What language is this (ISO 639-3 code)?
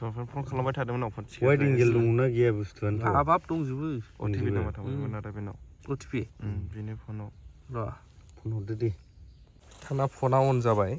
brx